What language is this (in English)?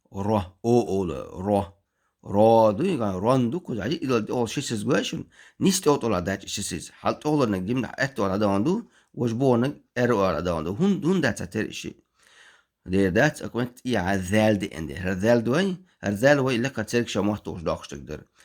Chechen